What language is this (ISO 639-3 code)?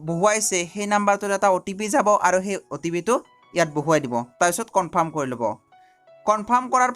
asm